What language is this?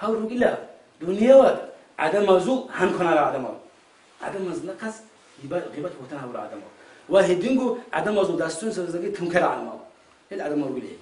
Avaric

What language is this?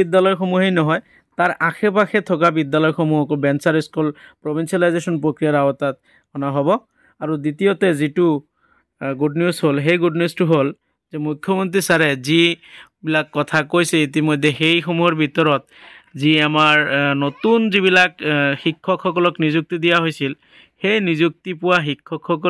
Assamese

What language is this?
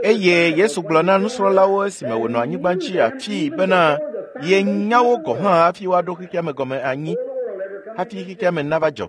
Ewe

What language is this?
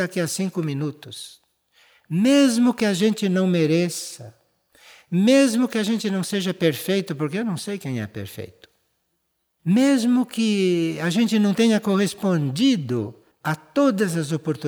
Portuguese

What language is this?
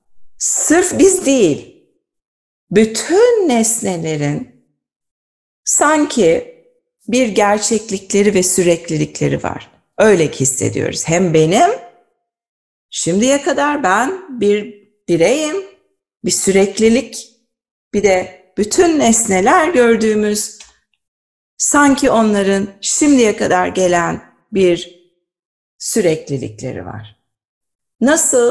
Turkish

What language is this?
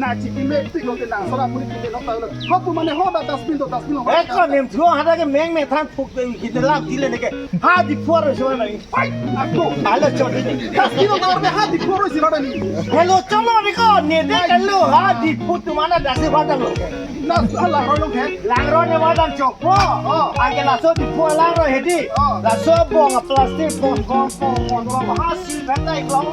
Karbi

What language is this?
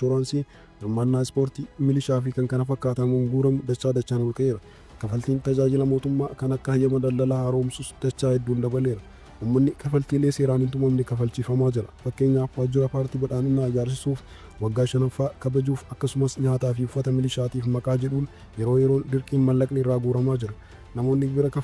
Oromo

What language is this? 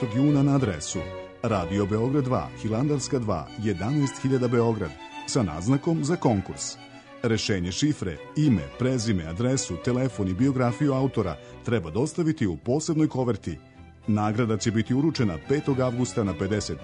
Serbian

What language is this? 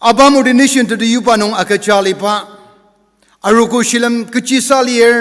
Ao Naga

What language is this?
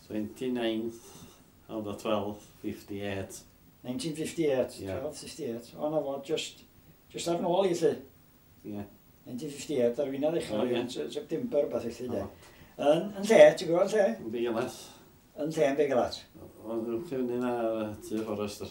Welsh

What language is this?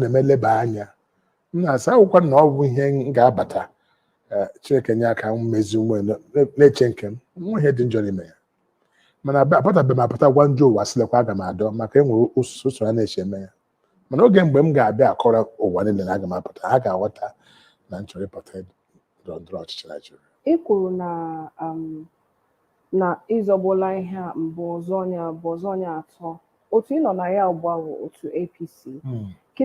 Igbo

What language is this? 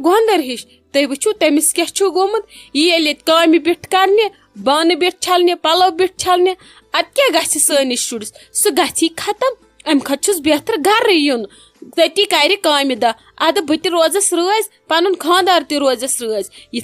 Kashmiri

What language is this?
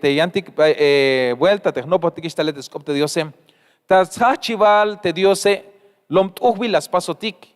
Tzeltal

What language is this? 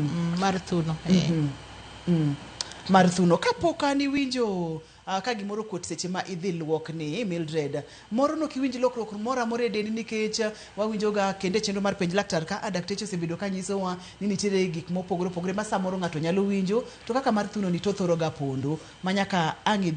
Luo (Kenya and Tanzania)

